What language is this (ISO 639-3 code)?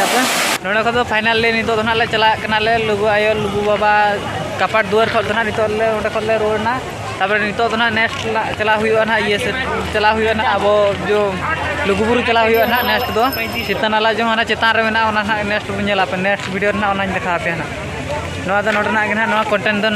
sat